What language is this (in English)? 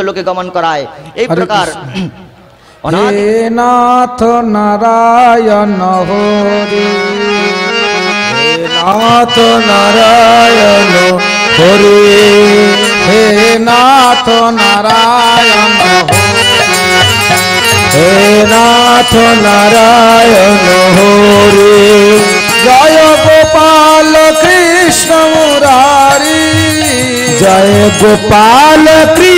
Bangla